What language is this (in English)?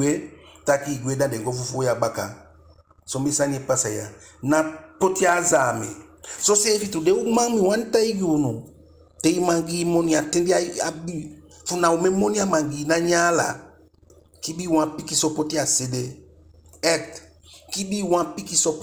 Eastern Maroon Creole